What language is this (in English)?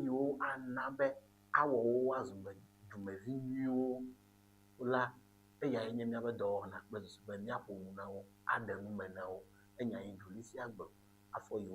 Ewe